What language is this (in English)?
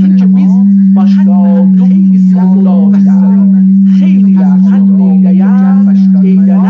South Azerbaijani